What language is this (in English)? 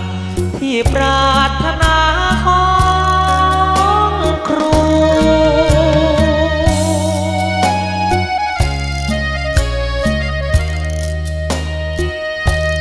Thai